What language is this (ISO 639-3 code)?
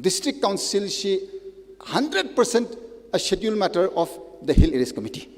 nmf